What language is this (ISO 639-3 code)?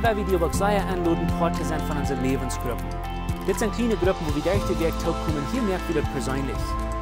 pdt